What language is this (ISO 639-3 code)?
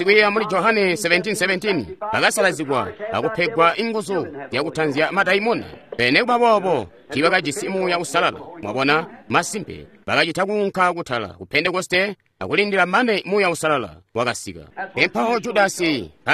toi